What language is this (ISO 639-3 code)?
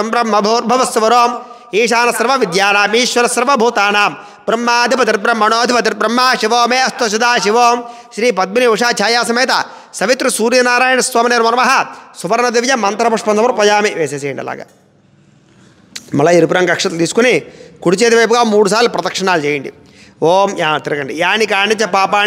tel